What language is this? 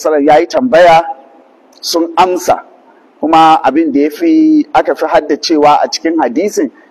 Hausa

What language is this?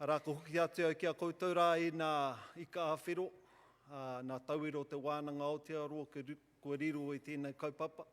Māori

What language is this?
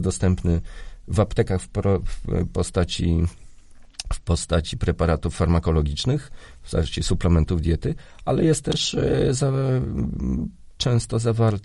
Polish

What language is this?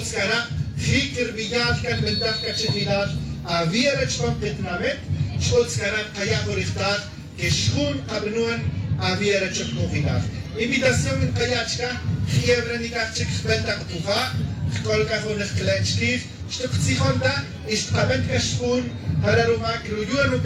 Tz'utujil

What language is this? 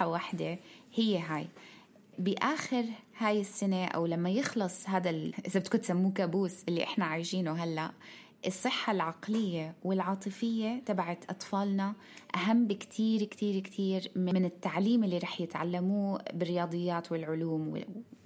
North Levantine Arabic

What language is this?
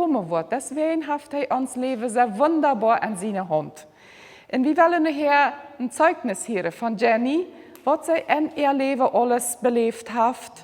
Plautdietsch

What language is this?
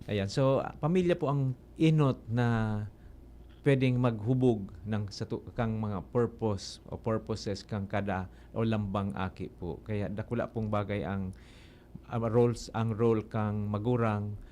Bikol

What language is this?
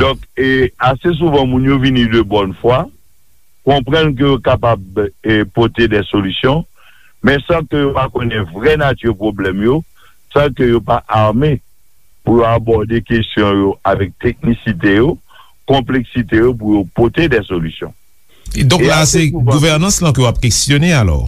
Haitian Creole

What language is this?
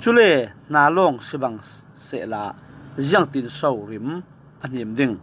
Falam Chin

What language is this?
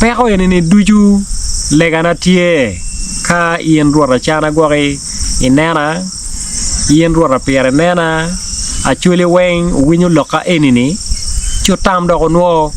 Acoli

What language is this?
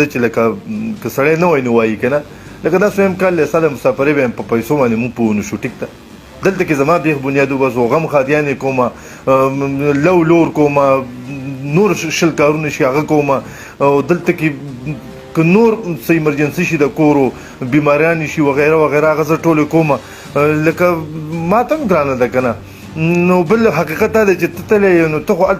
Pashto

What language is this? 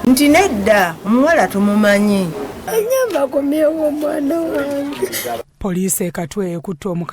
Ganda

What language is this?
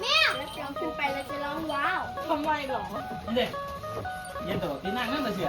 Northeastern Thai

